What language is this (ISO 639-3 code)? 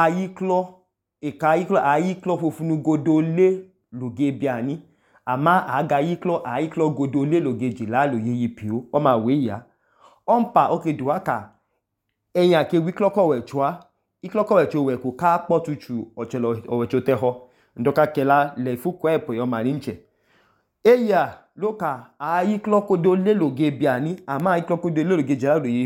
idu